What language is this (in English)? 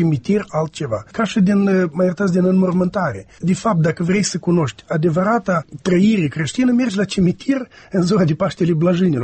Romanian